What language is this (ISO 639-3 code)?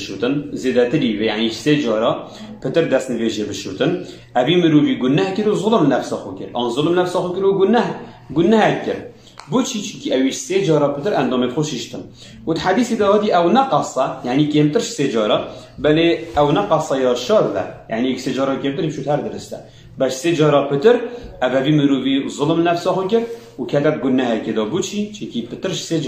kur